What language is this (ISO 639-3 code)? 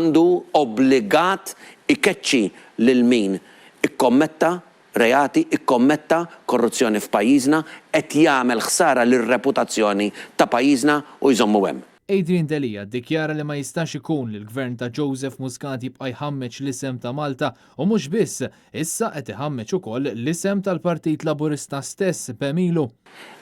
mlt